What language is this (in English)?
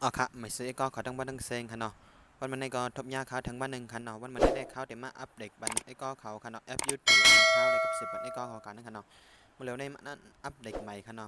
Shan